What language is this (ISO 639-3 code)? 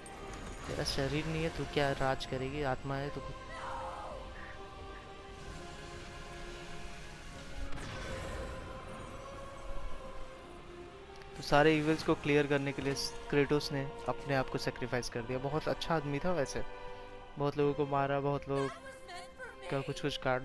hin